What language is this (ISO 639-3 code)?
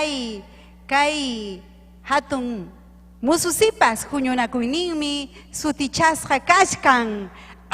quy